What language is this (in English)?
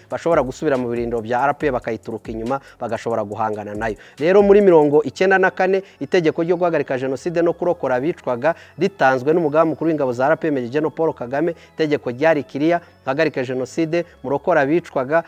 Kinyarwanda